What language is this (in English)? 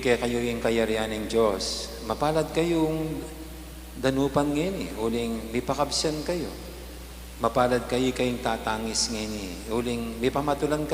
Pampanga